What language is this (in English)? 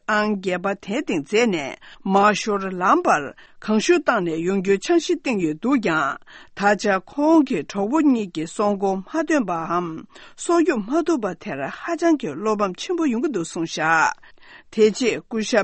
Tibetan